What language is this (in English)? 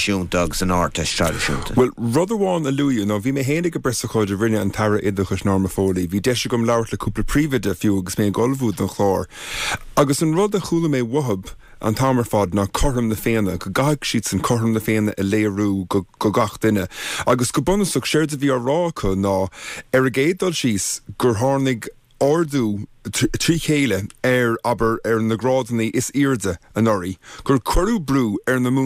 Irish